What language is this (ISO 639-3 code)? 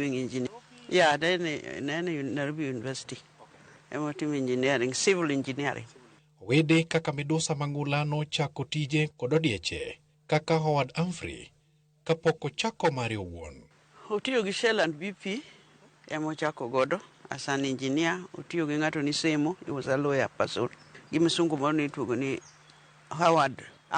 luo